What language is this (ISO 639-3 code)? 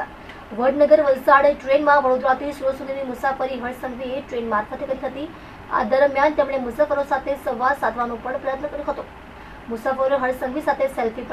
guj